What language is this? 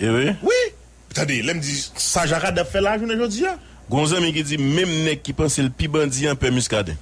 Haitian Creole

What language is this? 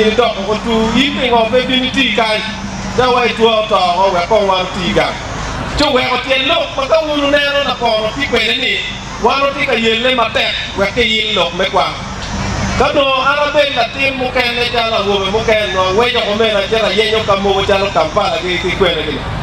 Acoli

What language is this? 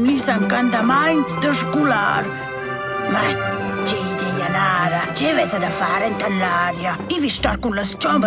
Romansh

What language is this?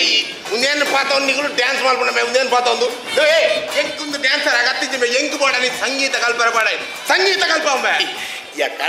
Tulu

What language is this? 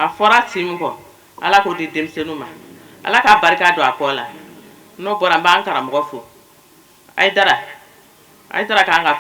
Bambara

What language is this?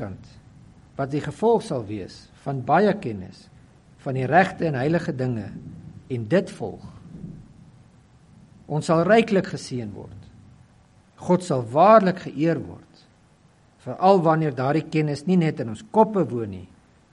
Afrikaans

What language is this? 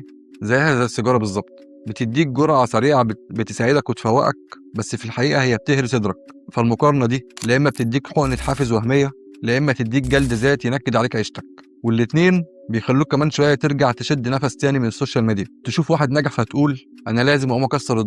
Egyptian Arabic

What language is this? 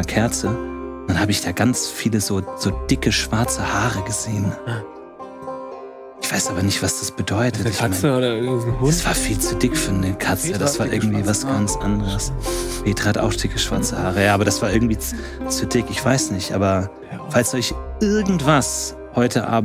German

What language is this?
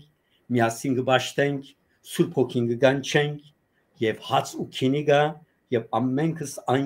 Western Armenian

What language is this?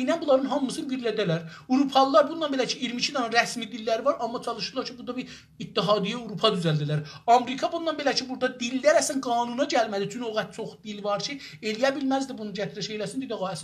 South Azerbaijani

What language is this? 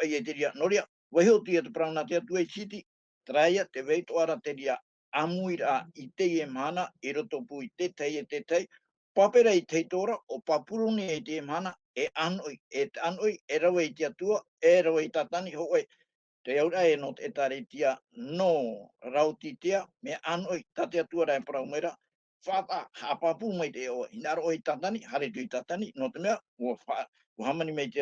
Tahitian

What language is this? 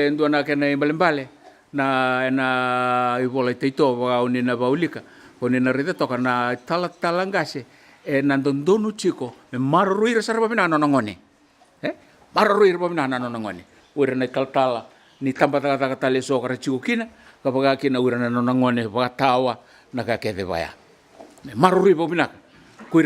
Fijian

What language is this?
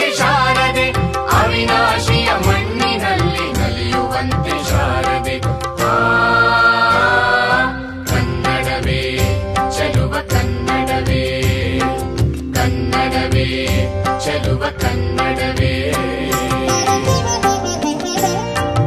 Kannada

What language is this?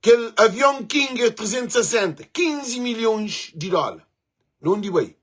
Kabuverdianu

